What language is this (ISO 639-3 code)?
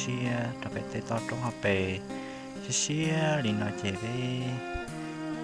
hmn